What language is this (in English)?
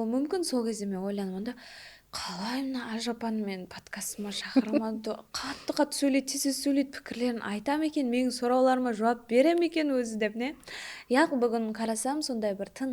Kara-Kalpak